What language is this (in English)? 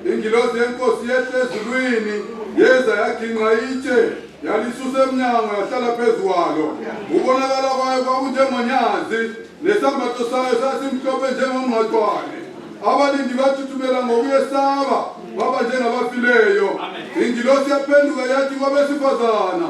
North Ndebele